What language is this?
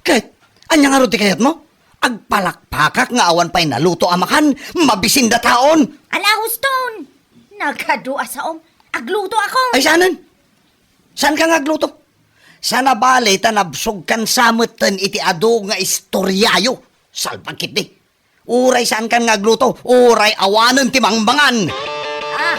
Iloko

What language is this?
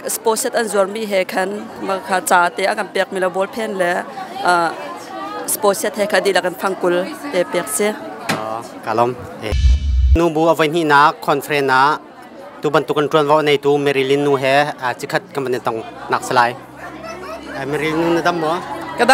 Hakha Chin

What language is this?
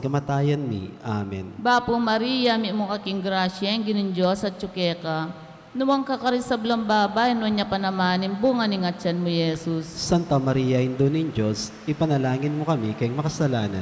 Pampanga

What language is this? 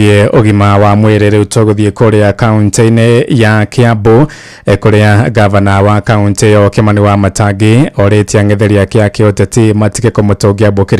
Kikuyu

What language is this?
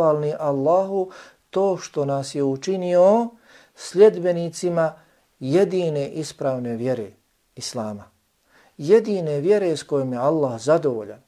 Bosnian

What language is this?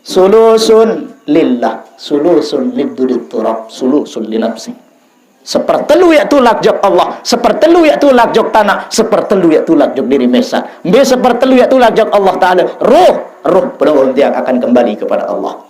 Sasak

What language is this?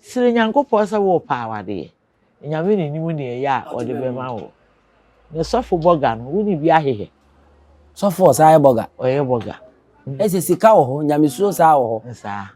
Akan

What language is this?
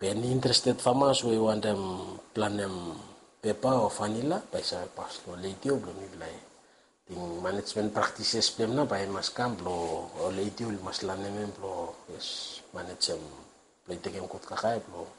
Bislama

